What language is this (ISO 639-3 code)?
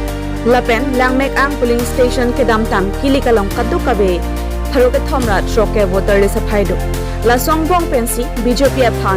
mjw